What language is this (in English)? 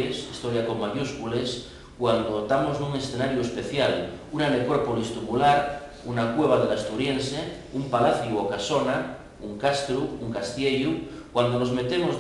Asturian